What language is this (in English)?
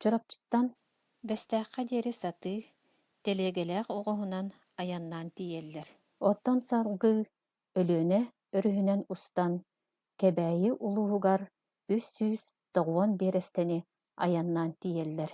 Yakut